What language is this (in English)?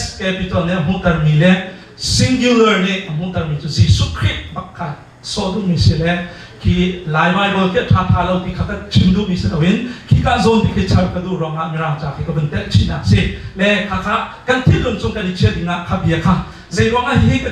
Hakha Chin